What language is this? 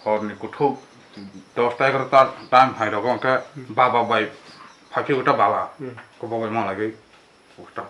Kok Borok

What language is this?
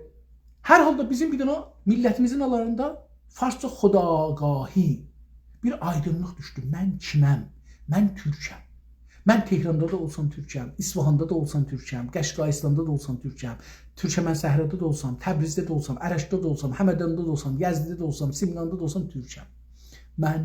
South Azerbaijani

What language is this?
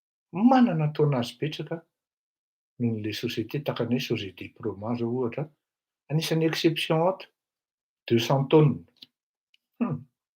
Malagasy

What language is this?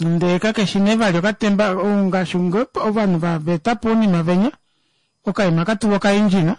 Kuanyama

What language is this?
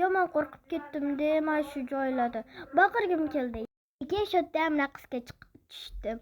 Uzbek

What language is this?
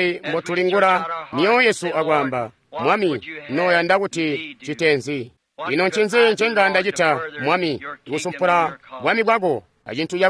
Tonga (Zambia)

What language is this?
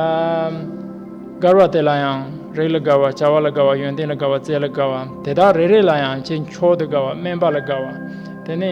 Tibetan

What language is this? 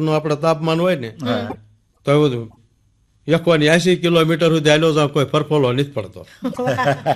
Gujarati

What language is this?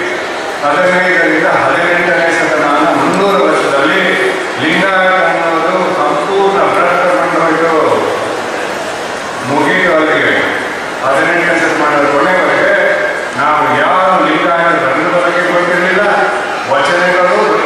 Kannada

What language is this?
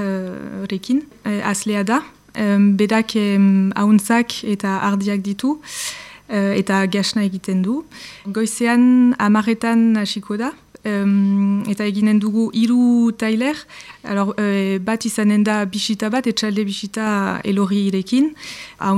Basque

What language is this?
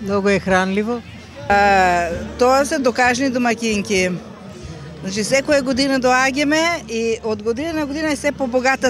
Macedonian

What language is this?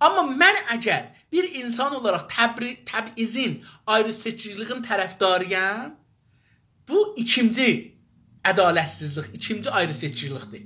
South Azerbaijani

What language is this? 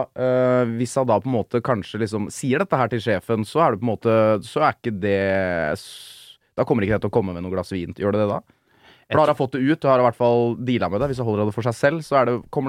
Norwegian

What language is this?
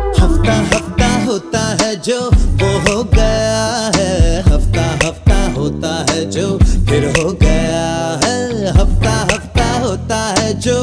Hindi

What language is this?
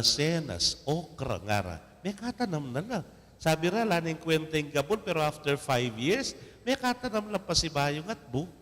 Pampanga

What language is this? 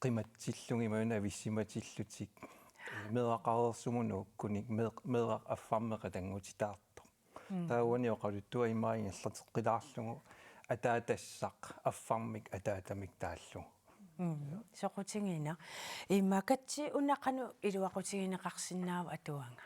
Kalaallisut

